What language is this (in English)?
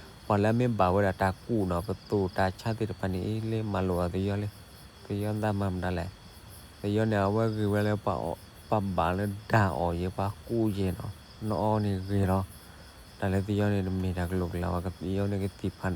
S'gaw Karen